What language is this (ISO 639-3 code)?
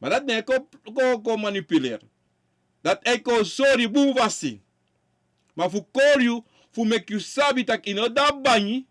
srn